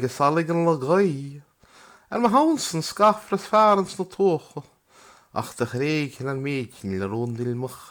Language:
Irish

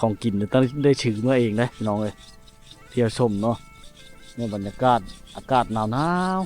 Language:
Lao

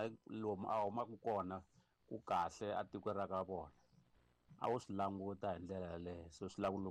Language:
Tsonga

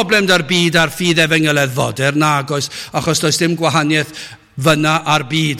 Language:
Welsh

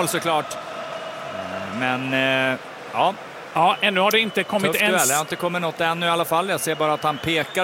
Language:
Swedish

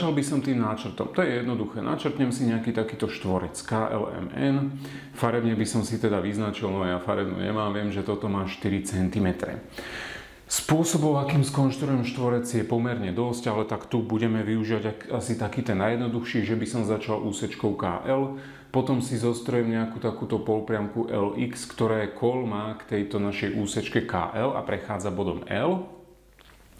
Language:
Slovak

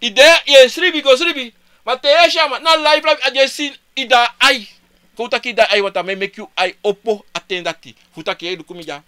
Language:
Sranan Tongo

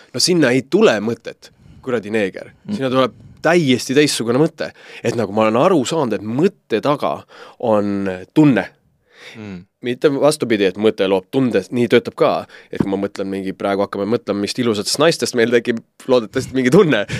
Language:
Estonian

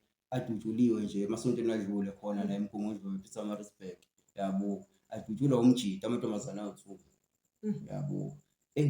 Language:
Zulu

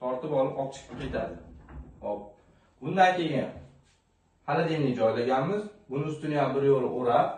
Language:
Uzbek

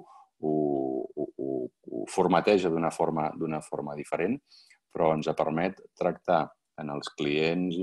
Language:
Catalan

